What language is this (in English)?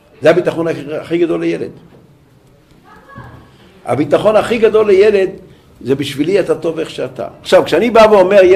Hebrew